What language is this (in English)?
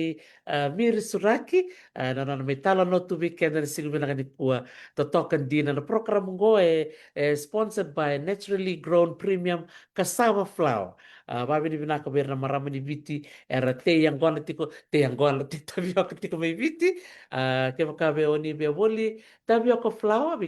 Fijian